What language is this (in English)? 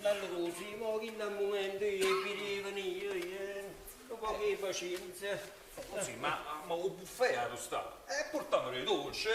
Neapolitan